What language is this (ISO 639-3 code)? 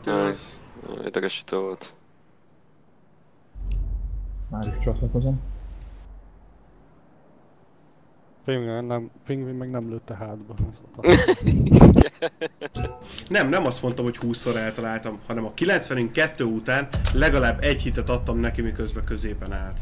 hun